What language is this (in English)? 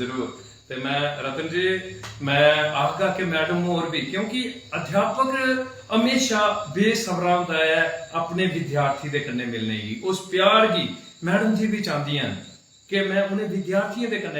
Dogri